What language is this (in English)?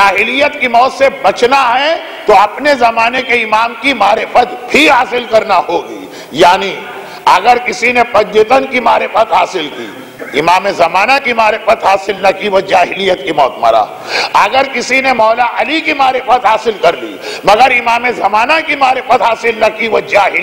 Urdu